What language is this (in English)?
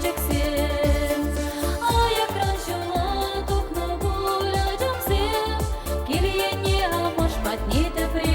Chuvash